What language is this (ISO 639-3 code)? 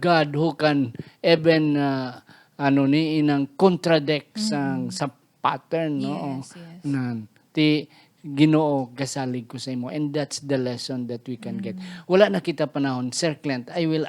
hil